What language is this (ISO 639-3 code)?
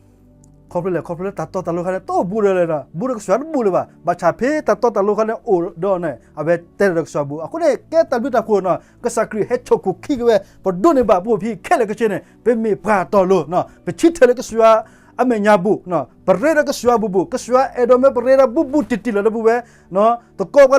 ksw